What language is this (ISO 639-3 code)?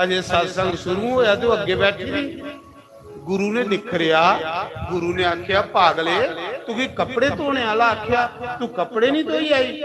doi